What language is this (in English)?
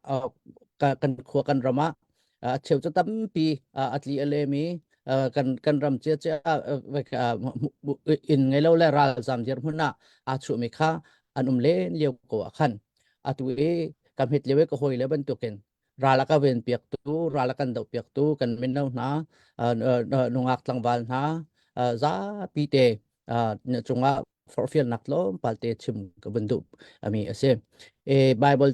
Hakha Chin